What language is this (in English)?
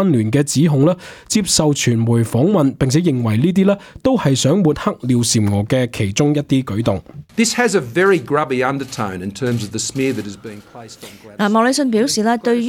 Cantonese